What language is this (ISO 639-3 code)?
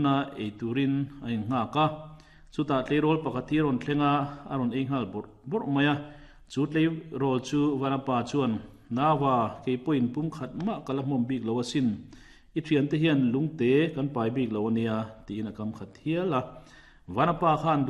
lus